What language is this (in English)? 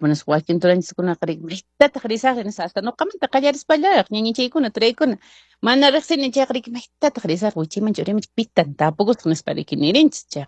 Quechua